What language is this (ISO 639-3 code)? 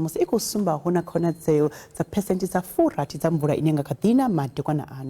ven